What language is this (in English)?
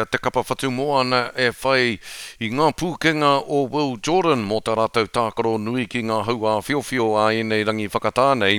Māori